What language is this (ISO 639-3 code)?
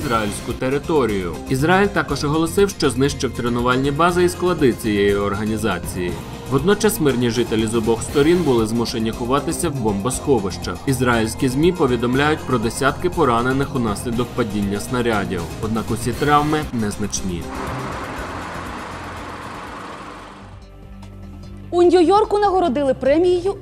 ukr